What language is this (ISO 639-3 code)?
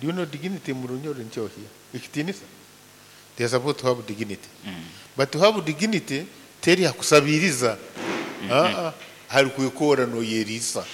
nyo